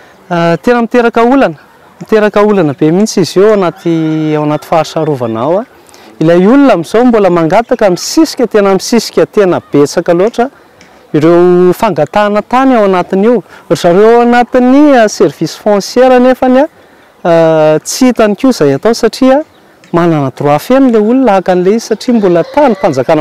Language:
Malagasy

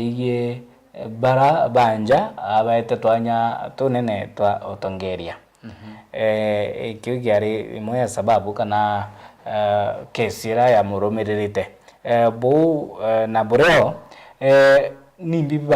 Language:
Meru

